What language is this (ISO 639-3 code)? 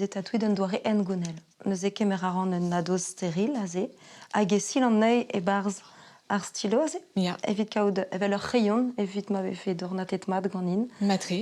bre